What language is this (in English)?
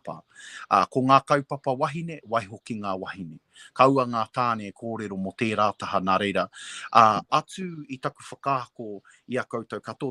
Māori